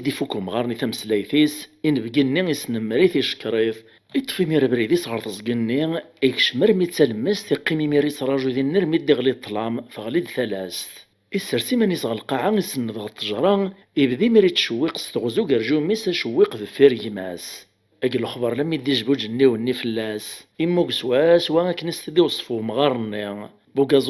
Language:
Kabyle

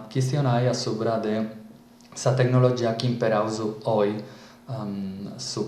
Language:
Sardinian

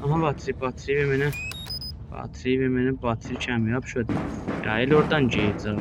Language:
South Azerbaijani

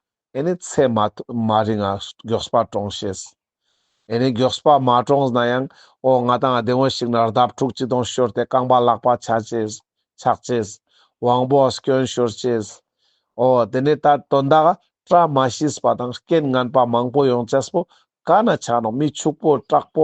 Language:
Ladakhi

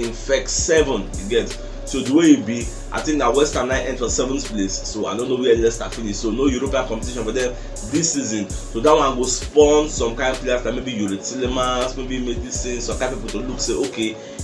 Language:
Nigerian Pidgin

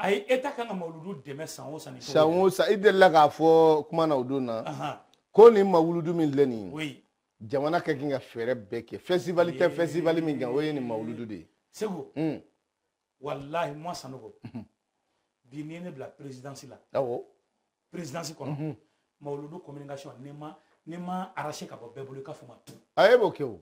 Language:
Bambara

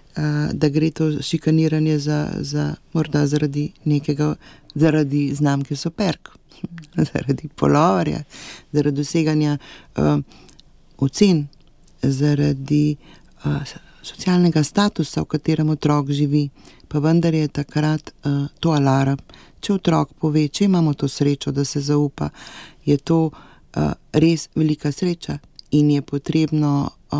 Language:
Slovenian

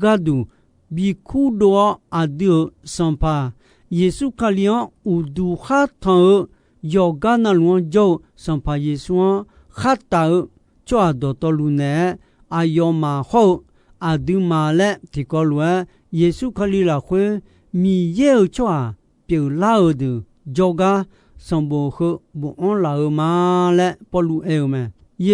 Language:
Akha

